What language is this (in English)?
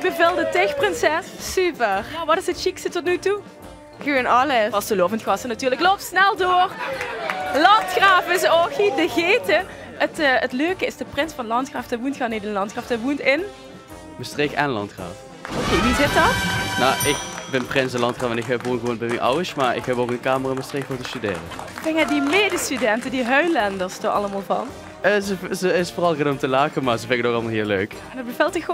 Limburgish